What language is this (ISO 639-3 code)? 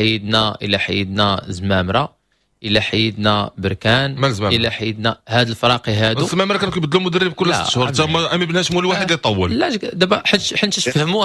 ary